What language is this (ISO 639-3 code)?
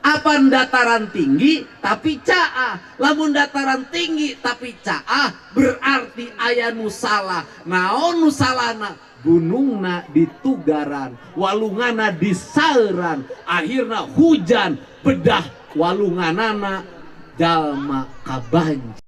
sun